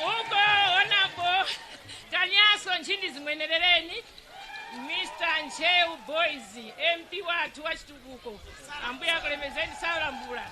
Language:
Nyanja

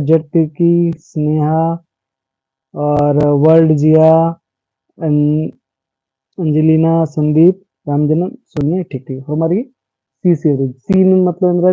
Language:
Kurukh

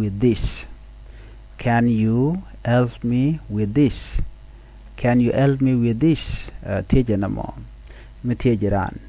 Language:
Nuer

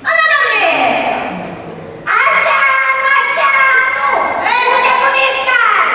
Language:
Sicilian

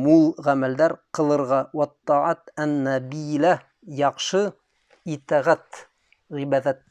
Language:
Bashkir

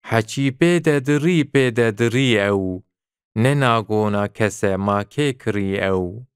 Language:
Kurdish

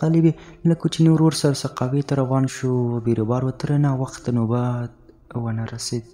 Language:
Pashto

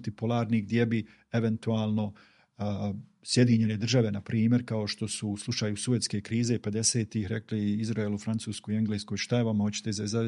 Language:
Bosnian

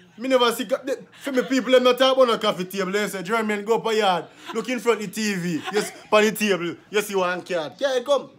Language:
Jamaican Creole English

